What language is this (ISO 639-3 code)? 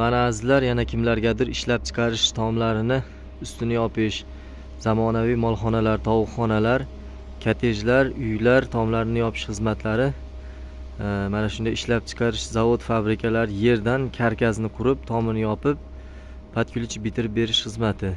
uzb